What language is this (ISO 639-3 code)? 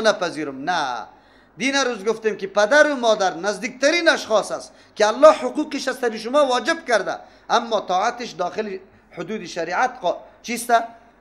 fas